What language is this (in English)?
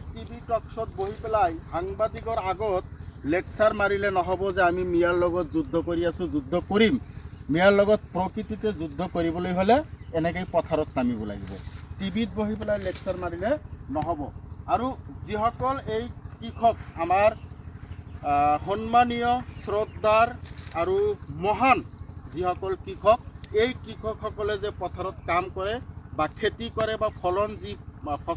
Assamese